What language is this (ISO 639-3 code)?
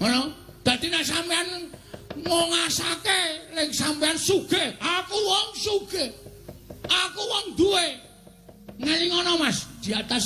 jav